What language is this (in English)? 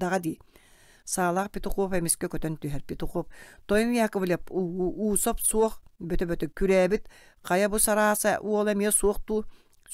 Yakut